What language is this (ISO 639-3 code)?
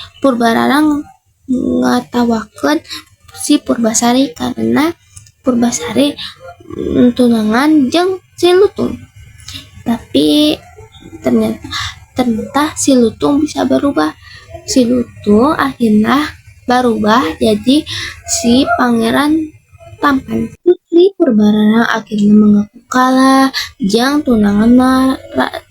sun